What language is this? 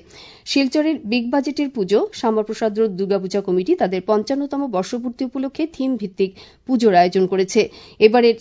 Bangla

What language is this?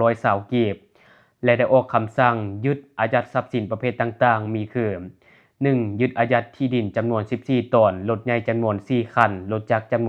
Lao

